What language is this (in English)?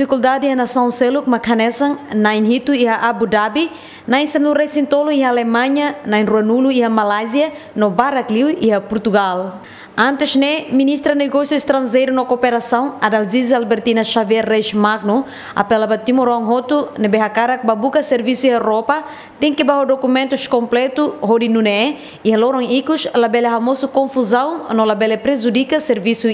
Tetum